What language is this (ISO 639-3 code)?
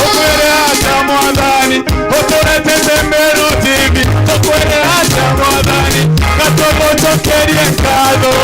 mer